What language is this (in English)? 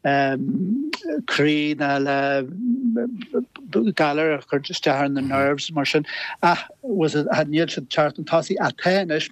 Irish